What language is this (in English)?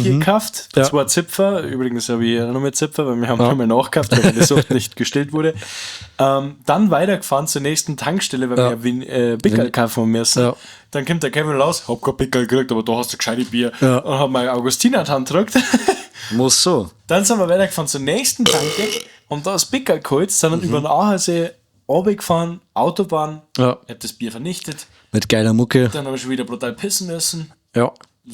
Bavarian